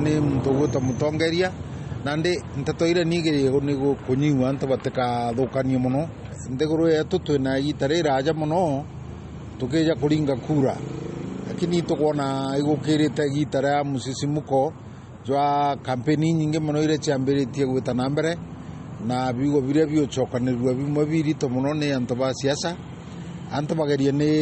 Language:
Meru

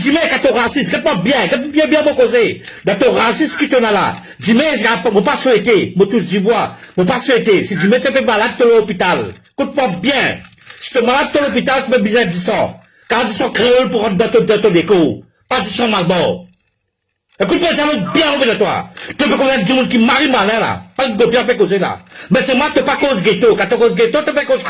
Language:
Morisyen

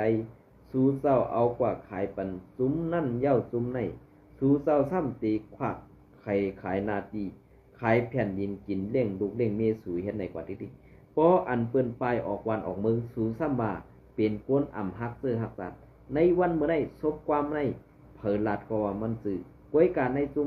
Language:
Shan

